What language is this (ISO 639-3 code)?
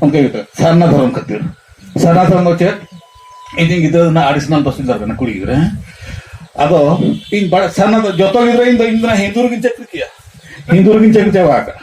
sat